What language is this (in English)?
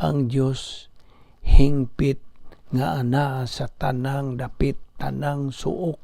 Cebuano